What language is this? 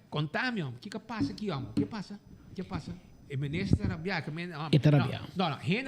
Papiamento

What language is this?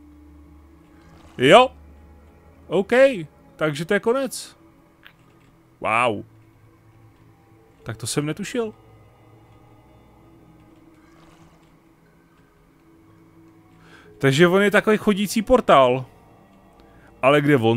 Czech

